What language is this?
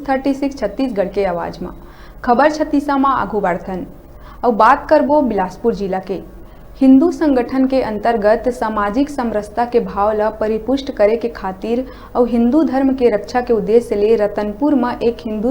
Chhattisgarhi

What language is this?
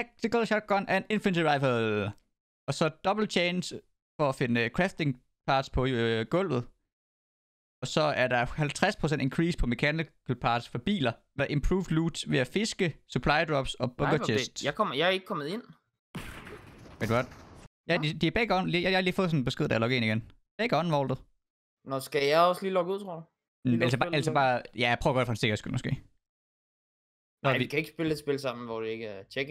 Danish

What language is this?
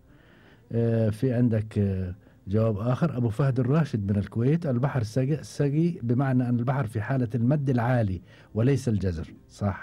Gulf Arabic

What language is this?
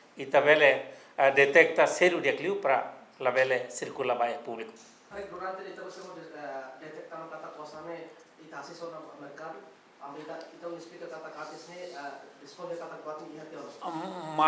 Tetum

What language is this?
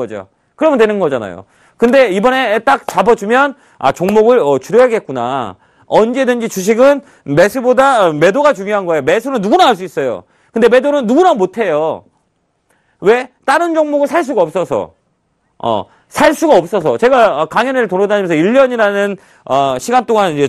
Korean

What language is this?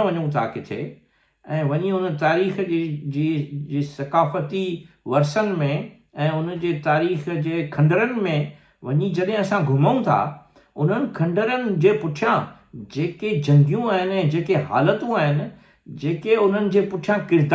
Sindhi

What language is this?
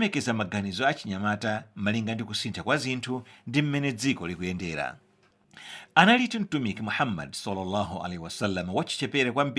Nyanja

